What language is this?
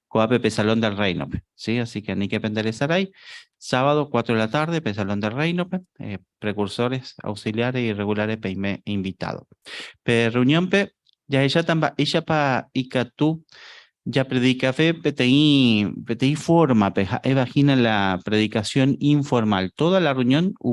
Guarani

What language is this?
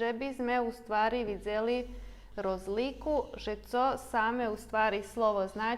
Rusyn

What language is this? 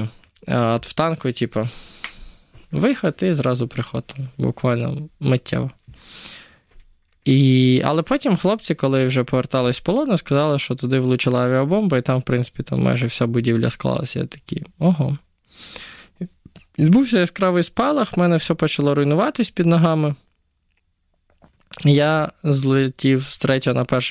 Ukrainian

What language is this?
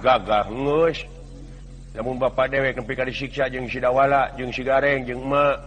Sundanese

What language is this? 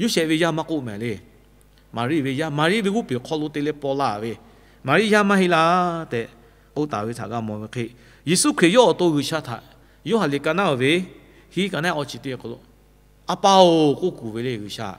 Lahu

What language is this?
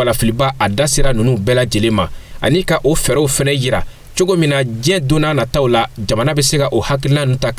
Bambara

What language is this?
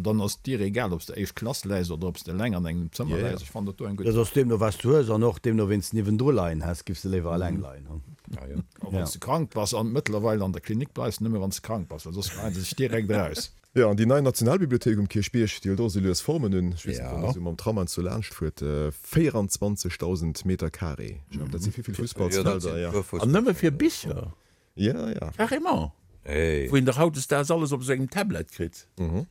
Luxembourgish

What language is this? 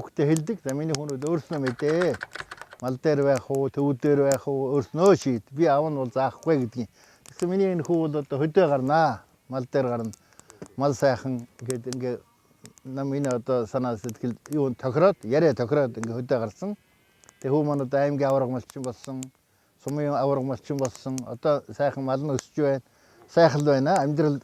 Mongolian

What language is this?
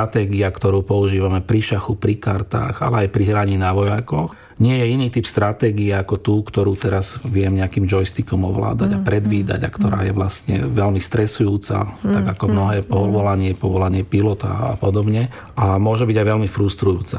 Slovak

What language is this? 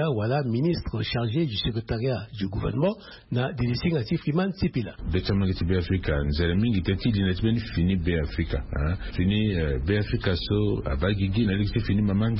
Sango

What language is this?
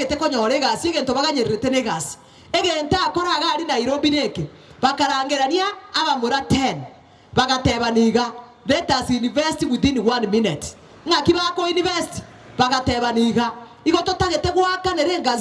Gusii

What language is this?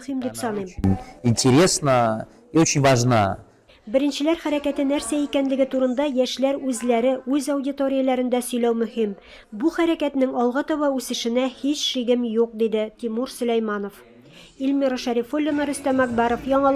Tatar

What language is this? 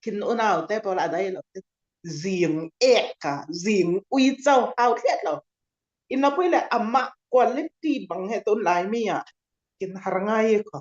Falam Chin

